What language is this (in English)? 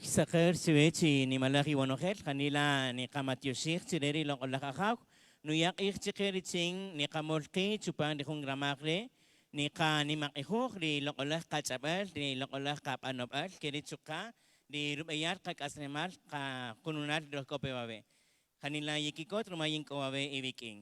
Kaqchikel